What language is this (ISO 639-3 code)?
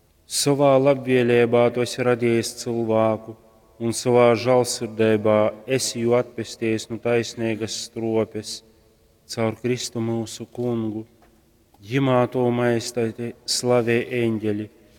ltg